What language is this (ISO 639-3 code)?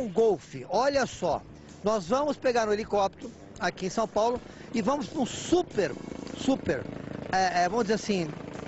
por